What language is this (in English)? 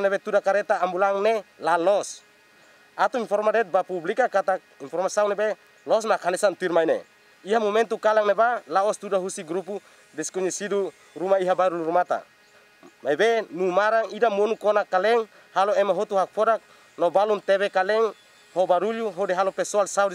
Tetum